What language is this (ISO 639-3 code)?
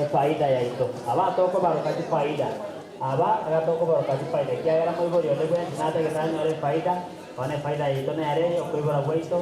guz